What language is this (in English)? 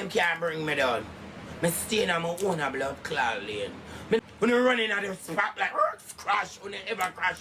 Jamaican Creole English